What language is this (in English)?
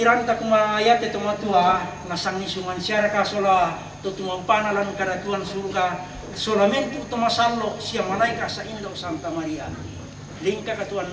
Toraja-Sa'dan